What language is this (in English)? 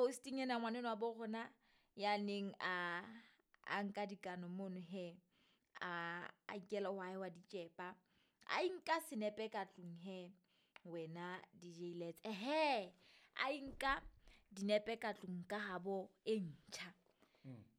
Southern Sotho